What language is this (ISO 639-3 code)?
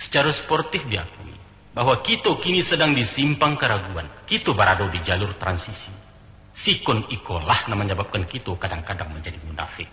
min